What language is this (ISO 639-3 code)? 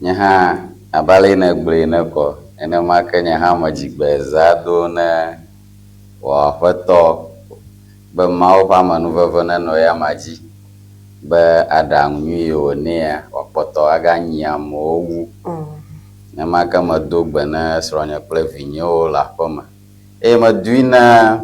ewe